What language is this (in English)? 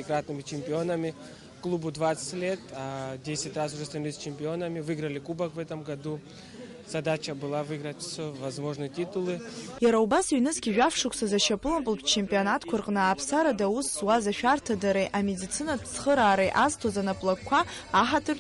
Abkhazian